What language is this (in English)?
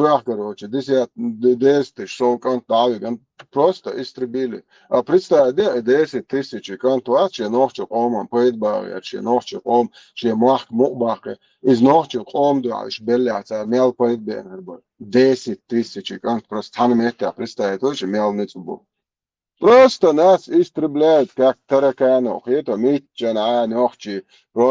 Chechen